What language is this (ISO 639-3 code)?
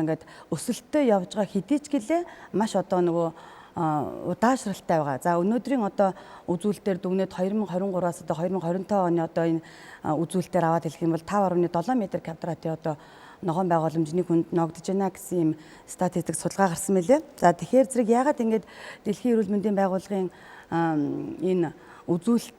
mon